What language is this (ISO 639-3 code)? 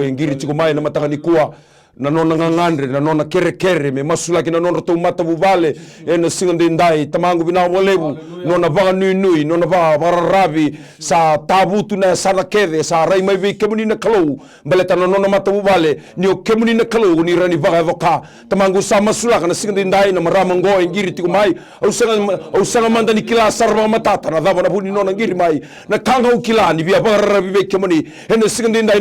fij